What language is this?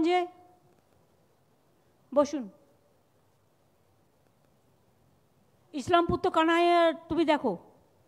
Bangla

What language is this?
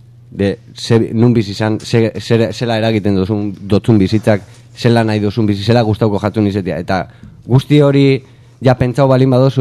Basque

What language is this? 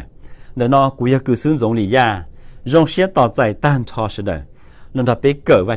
Hmong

